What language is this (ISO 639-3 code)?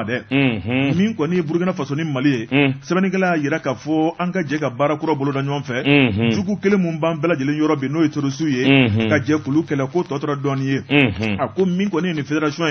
bam